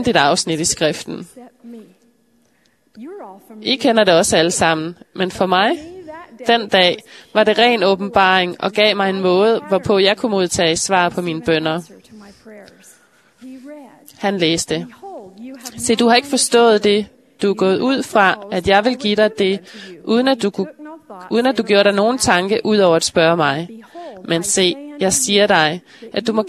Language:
Danish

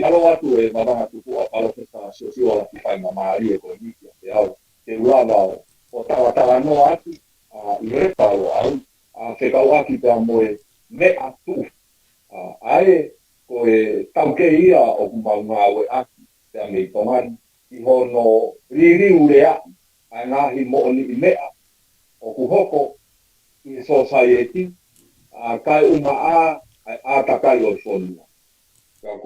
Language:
Tongan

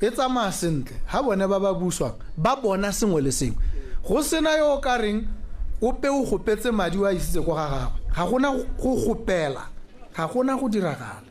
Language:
Tswana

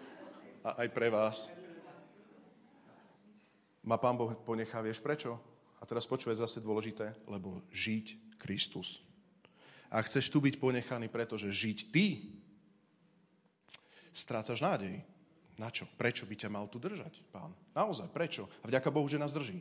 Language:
Slovak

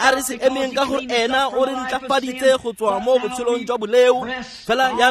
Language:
Tswana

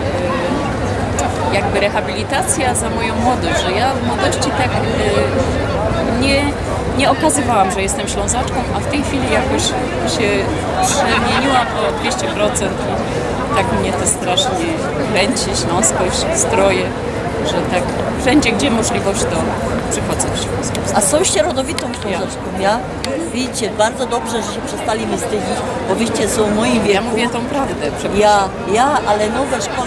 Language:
Silesian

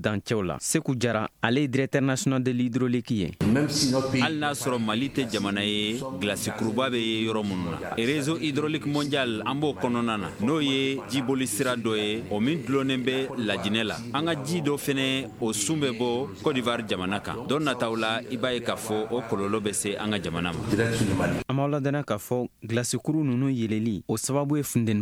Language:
Bambara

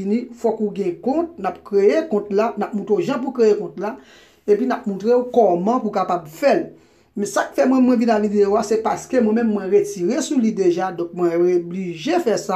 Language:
Haitian Creole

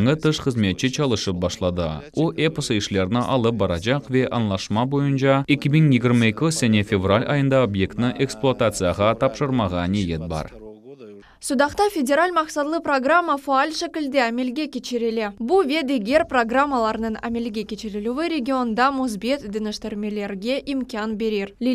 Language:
Crimean Tatar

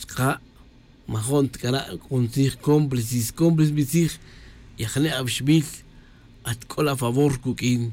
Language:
Tz'utujil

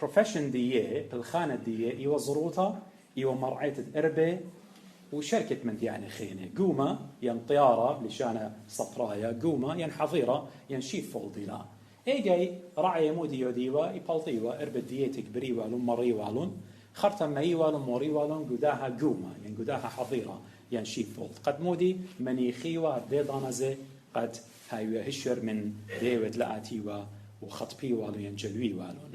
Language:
Assyrian Neo-Aramaic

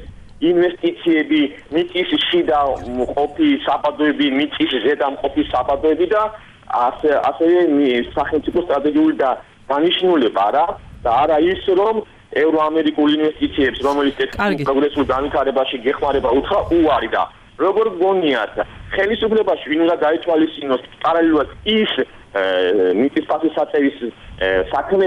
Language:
Georgian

